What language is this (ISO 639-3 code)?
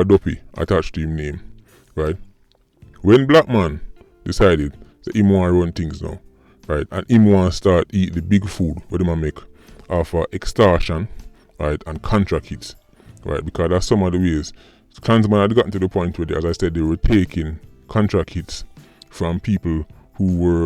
jam